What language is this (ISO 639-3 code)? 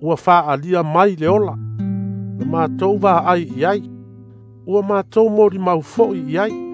smo